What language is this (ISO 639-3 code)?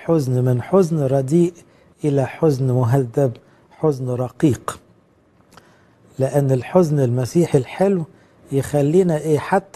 arz